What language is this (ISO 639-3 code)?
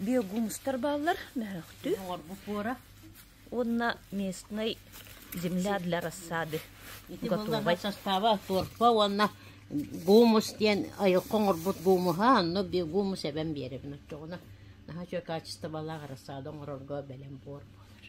sah